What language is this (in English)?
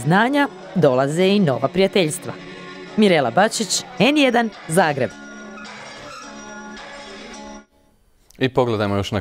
Croatian